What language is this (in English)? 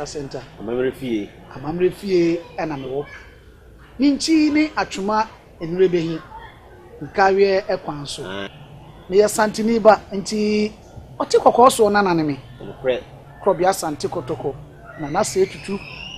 Akan